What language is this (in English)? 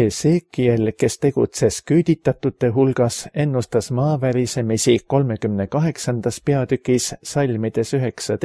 Estonian